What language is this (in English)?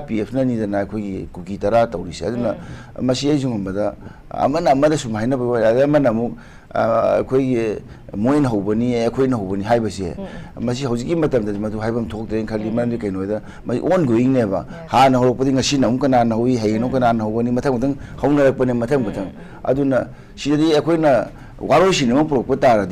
Manipuri